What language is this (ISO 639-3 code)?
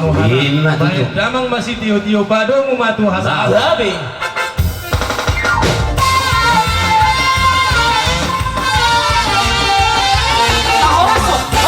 bbc